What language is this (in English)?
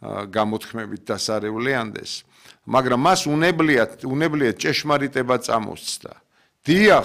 Georgian